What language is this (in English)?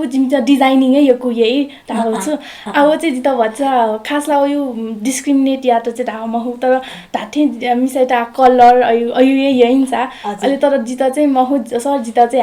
Newari